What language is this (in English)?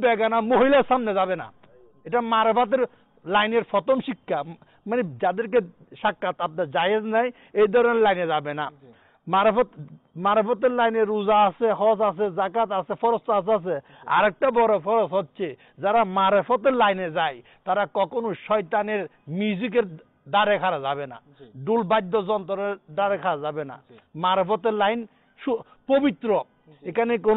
Bangla